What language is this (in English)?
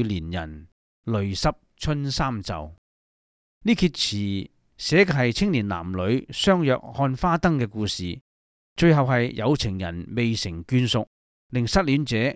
Cantonese